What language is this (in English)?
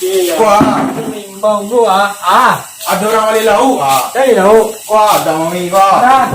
Minangkabau